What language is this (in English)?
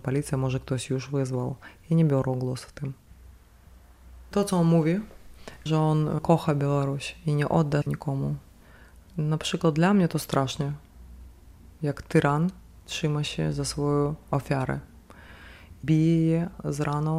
Polish